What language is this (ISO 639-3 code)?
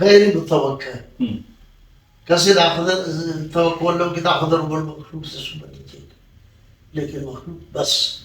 brh